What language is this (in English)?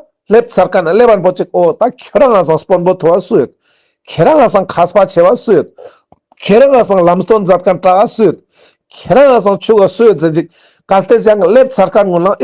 Ladakhi